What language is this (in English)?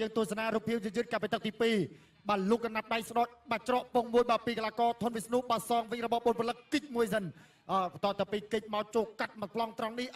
Khmer